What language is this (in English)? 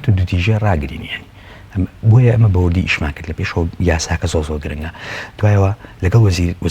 Central Kurdish